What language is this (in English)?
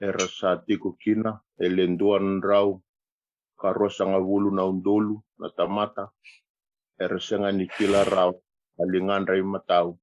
Fijian